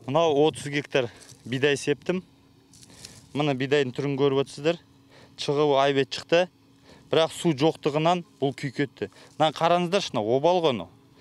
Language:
Kazakh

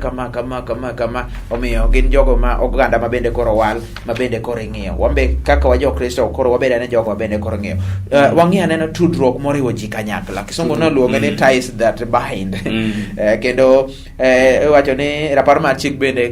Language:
Luo (Kenya and Tanzania)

